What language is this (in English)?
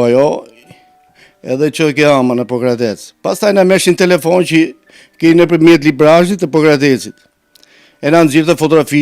Albanian